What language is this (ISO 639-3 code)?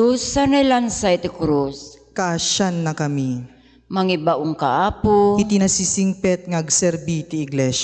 ilo